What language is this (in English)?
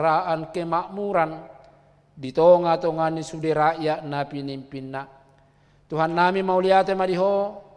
Batak Toba